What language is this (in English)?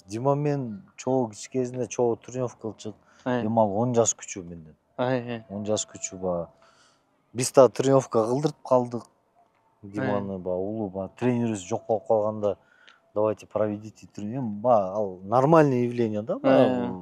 Kyrgyz